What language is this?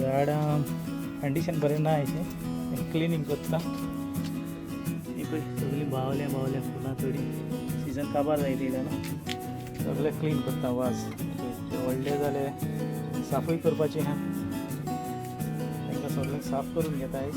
Konkani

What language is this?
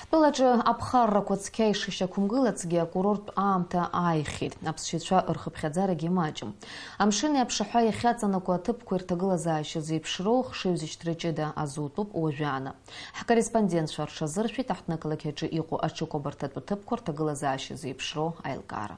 Abkhazian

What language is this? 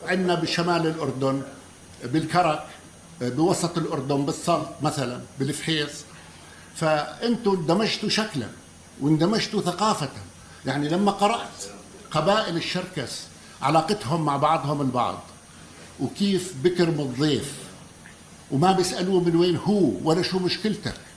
North Levantine Arabic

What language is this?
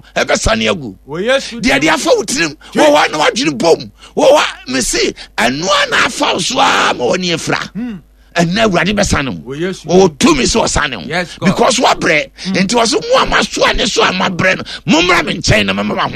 Akan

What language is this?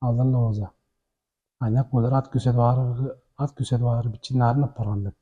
Tuvinian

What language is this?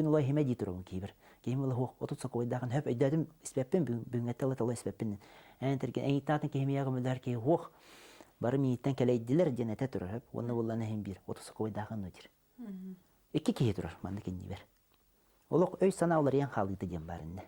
Yakut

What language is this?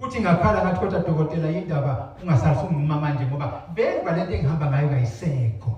Zulu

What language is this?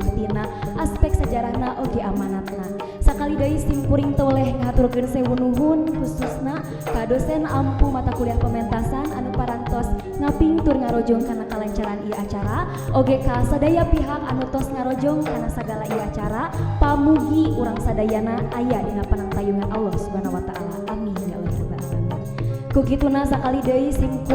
Sundanese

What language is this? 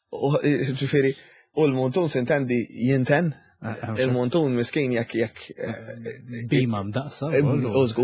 Maltese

